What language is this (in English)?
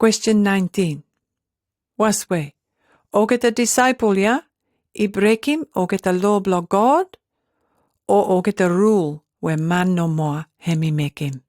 Pijin